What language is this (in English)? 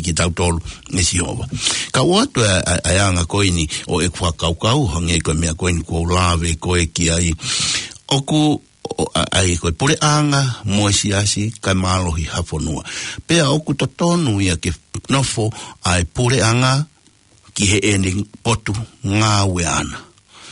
Tongan